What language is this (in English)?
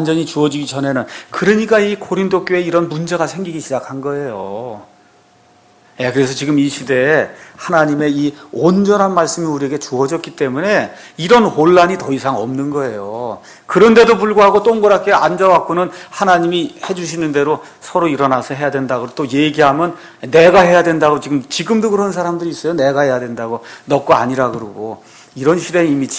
Korean